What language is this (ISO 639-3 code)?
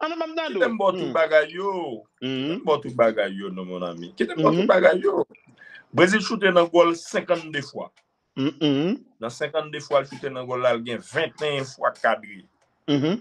hat